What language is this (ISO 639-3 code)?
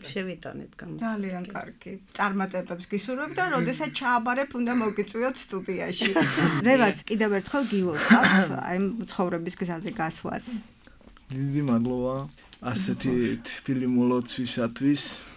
kat